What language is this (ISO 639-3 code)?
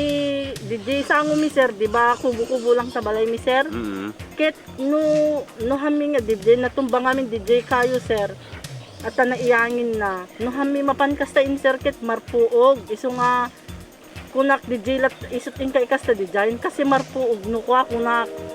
ilo